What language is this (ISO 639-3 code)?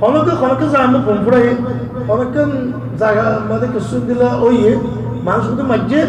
rhg